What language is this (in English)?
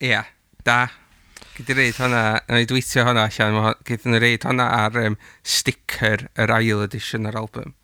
Welsh